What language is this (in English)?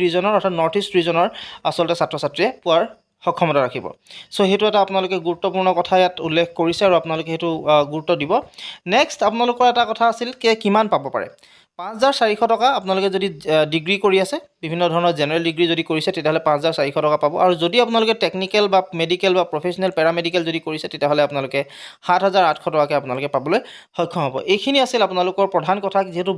Assamese